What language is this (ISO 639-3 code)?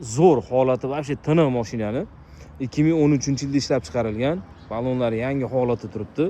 uzb